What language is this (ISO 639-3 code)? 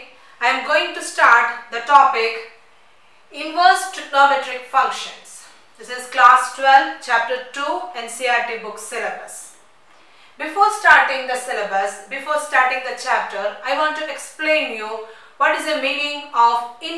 eng